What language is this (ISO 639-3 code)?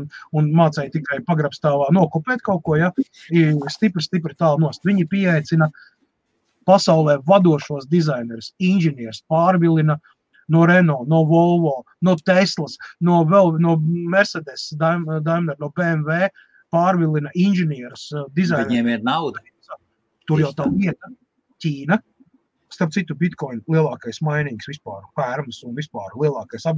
lav